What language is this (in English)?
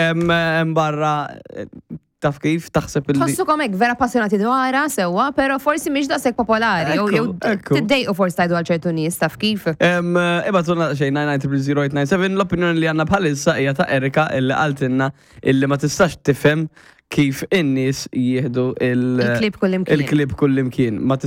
Maltese